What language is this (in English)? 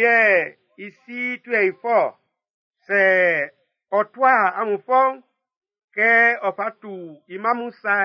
Baoulé